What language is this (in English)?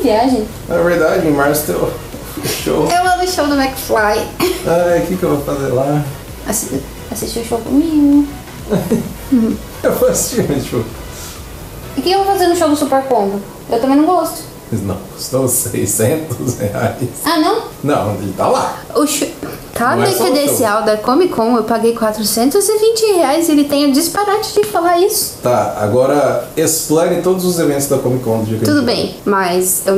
Portuguese